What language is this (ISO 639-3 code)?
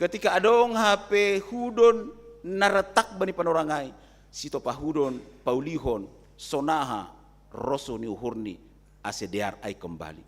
bts